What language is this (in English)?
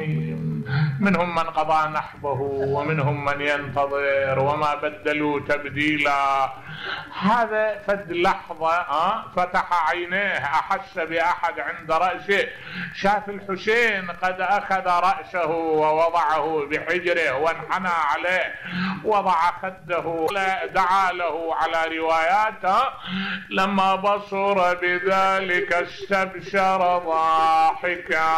Mesopotamian Arabic